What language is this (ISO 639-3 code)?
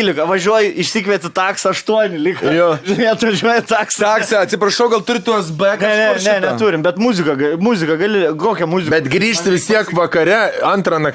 lit